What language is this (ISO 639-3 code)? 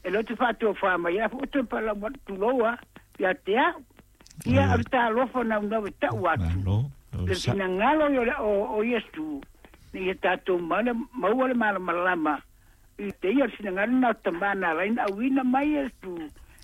smo